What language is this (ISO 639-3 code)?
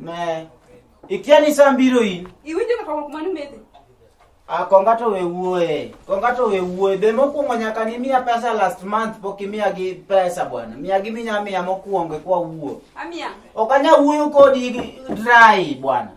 luo